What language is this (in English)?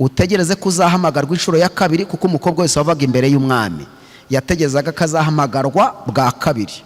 Kinyarwanda